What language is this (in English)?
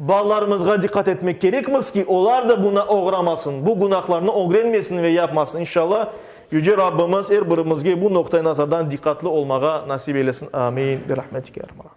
Crimean Tatar